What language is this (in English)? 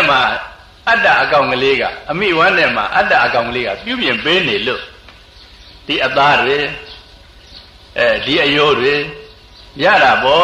Burmese